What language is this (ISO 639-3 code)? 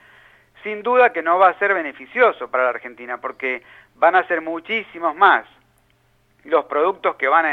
spa